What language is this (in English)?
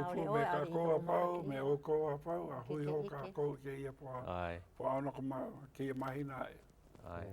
Hawaiian